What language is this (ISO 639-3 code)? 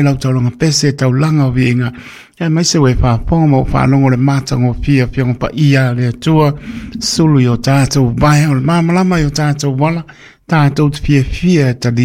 smo